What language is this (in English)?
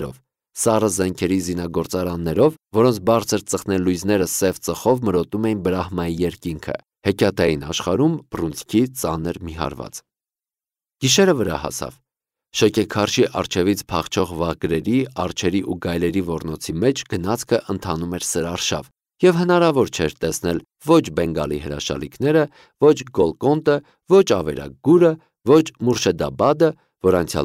Armenian